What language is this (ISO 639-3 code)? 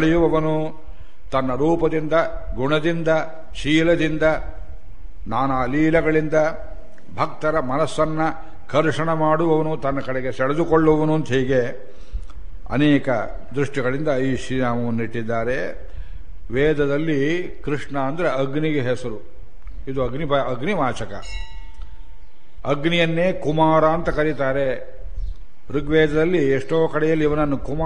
kan